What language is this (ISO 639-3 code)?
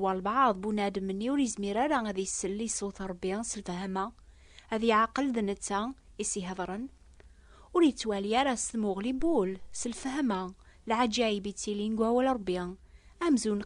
kab